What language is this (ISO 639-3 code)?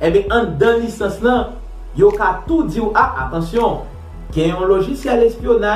hat